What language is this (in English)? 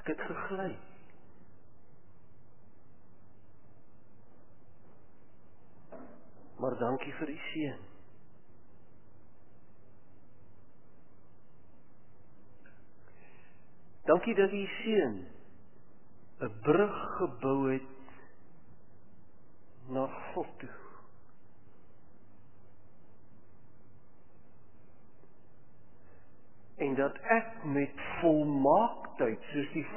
Afrikaans